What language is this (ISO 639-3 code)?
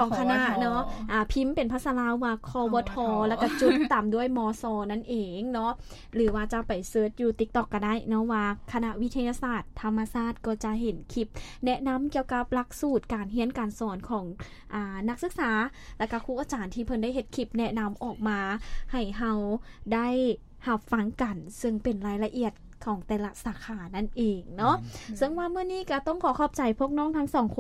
lao